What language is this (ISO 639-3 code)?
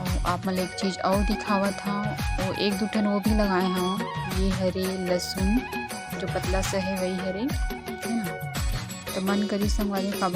hne